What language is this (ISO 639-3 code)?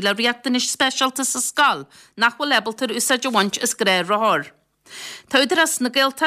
gle